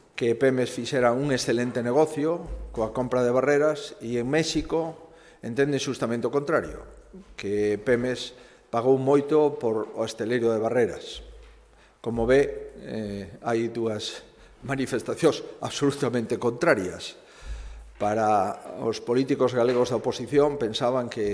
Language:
Galician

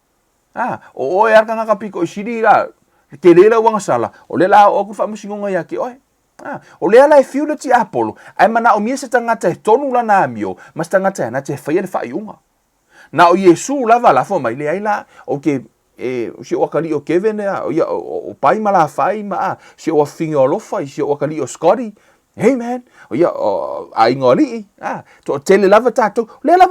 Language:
Samoan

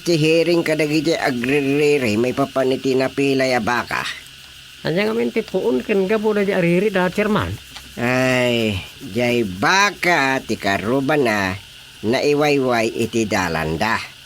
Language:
Iloko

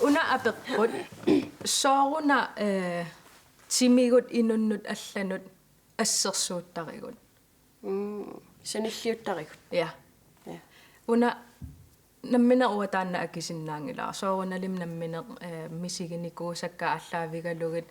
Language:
Kalaallisut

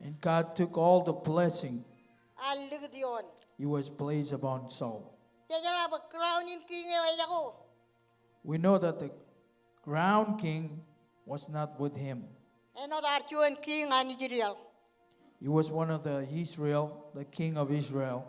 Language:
Marshallese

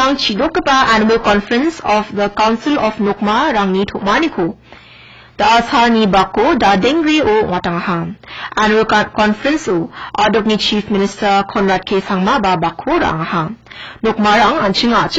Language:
Garo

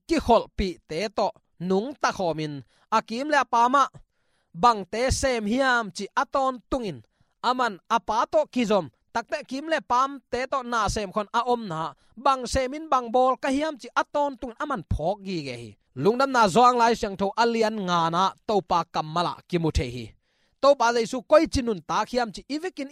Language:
Tedim Chin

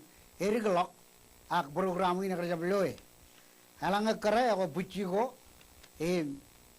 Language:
Marshallese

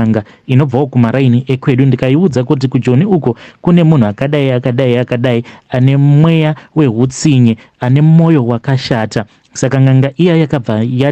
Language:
Shona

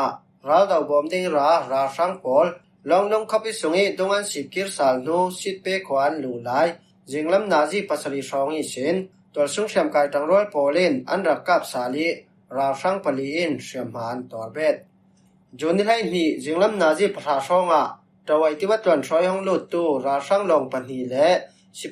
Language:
Falam Chin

